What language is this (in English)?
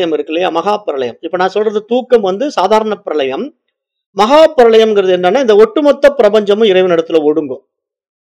Tamil